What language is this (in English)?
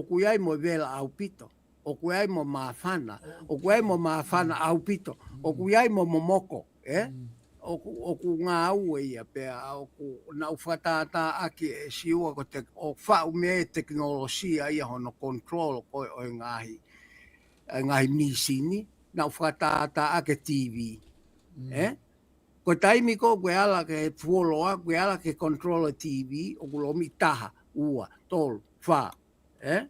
Tongan